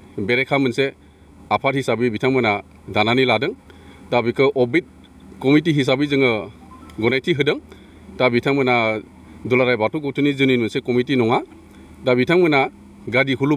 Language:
Bodo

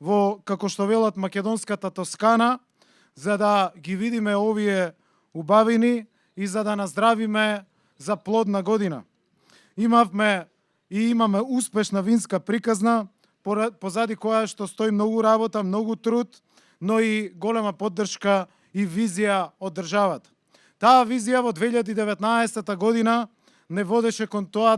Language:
Macedonian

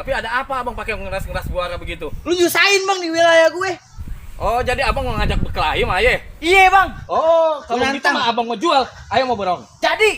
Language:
Betawi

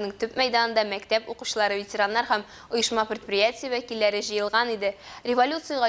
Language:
Tatar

